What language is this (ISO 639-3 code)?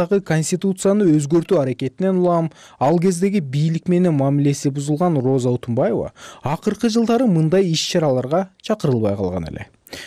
kir